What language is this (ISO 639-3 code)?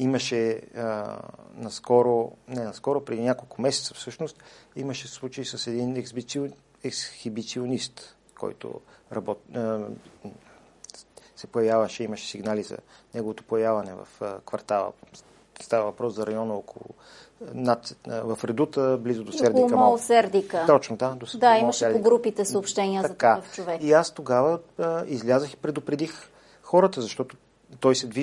bul